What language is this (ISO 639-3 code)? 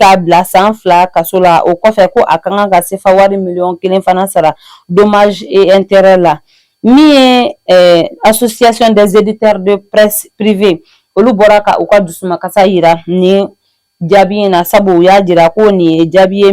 bam